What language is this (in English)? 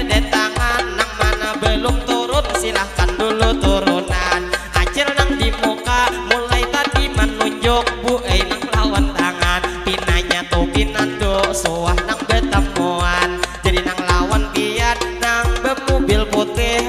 Banjar